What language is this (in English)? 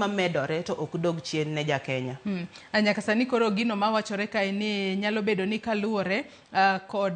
Luo (Kenya and Tanzania)